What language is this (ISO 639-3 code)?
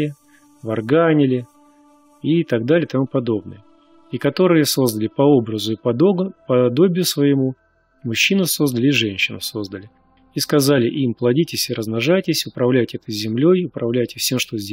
rus